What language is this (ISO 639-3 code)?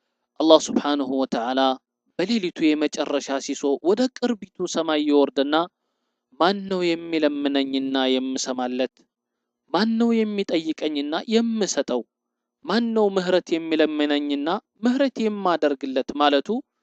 amh